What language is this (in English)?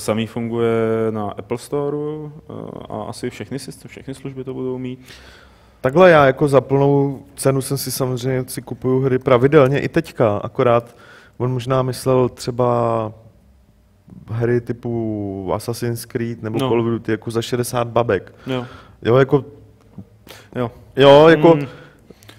Czech